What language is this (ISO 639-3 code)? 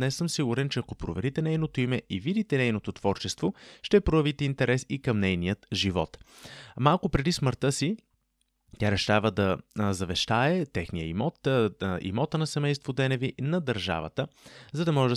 bul